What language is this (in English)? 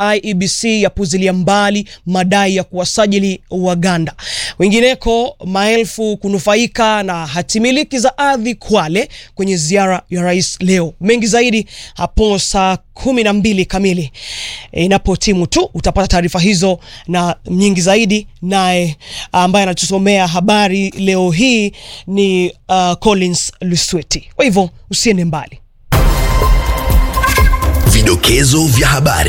Swahili